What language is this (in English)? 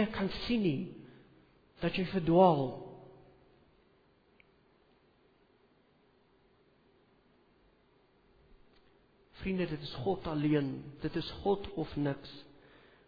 Afrikaans